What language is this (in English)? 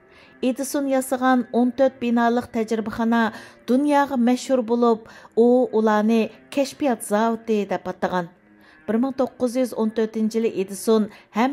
Uyghur